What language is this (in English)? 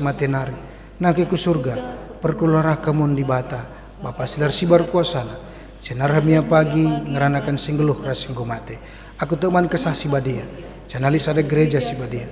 Batak Karo